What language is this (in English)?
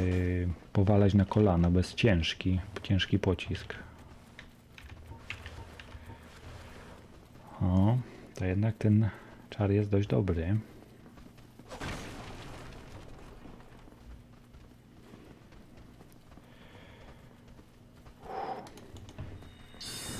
Polish